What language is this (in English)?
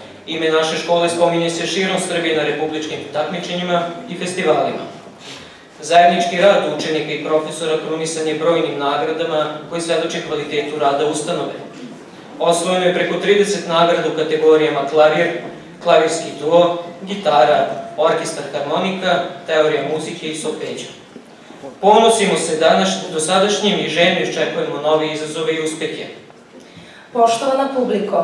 Serbian